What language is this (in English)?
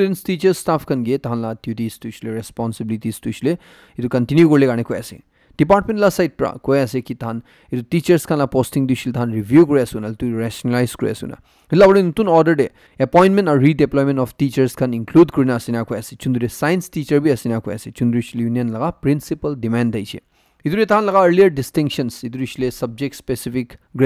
Naga Pidgin